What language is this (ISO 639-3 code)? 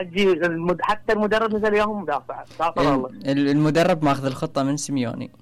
acm